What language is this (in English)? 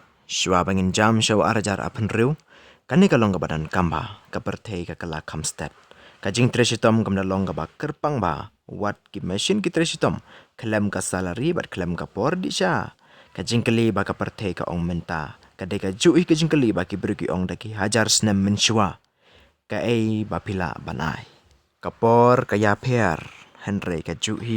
Khasi